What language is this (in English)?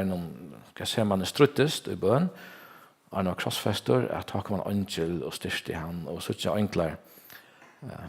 Faroese